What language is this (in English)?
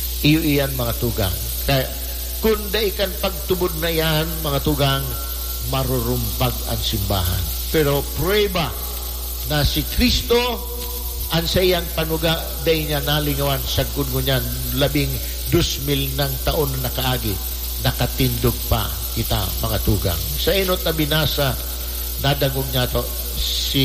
Bikol